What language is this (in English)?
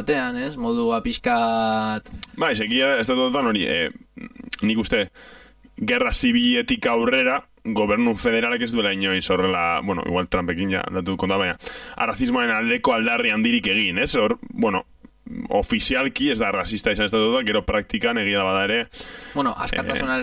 Basque